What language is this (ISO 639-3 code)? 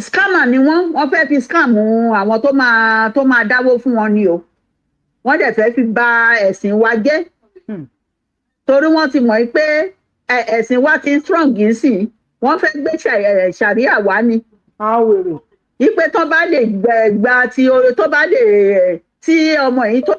yor